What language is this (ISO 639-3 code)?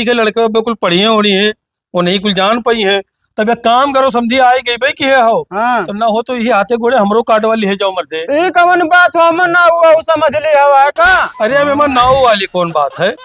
awa